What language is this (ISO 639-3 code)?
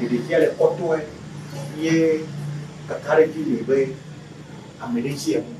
ewe